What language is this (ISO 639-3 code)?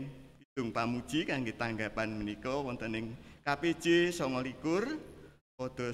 jav